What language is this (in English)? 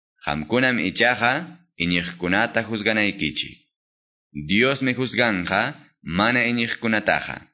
Quechua